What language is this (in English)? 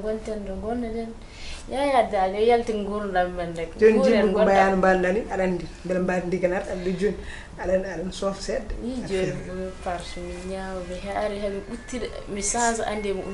Fula